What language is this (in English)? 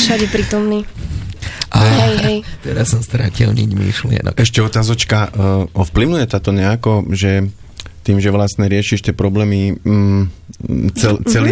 Slovak